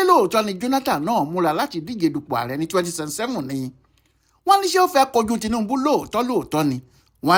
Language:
Yoruba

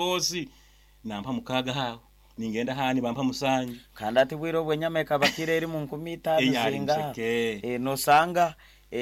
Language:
Nyankole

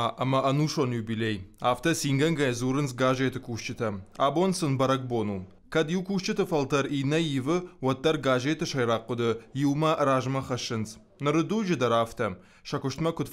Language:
Ossetic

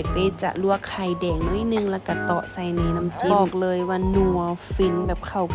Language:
Lao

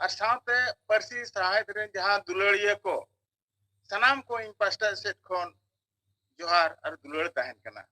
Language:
Santali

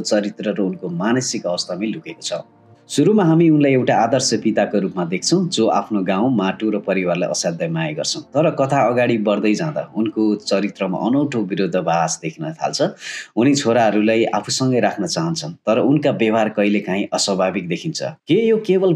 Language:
Nepali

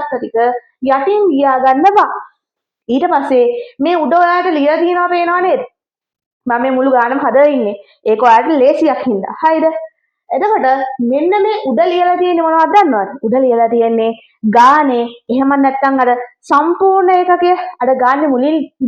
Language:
Sinhala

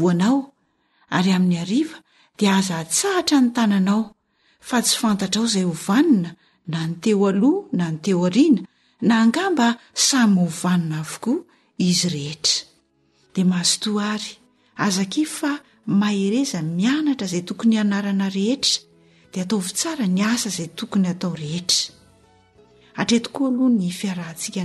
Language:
Malagasy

